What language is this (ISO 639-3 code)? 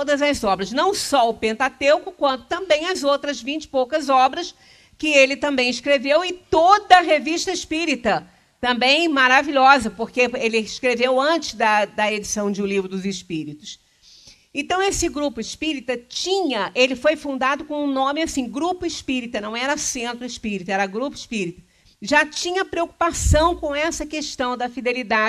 por